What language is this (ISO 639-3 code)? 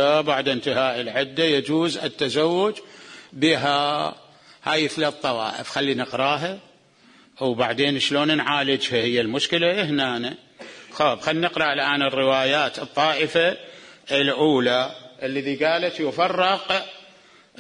acm